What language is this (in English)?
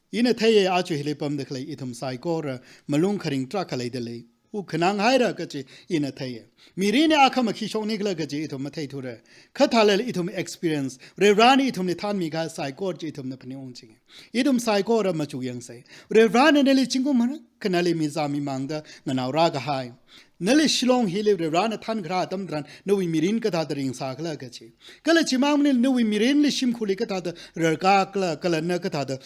Tangkhul Naga (India)